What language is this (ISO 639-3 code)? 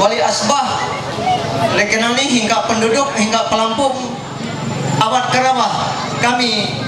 mhy